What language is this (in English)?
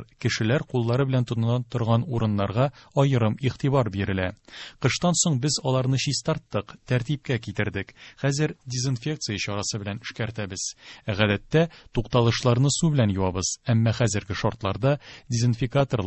Tatar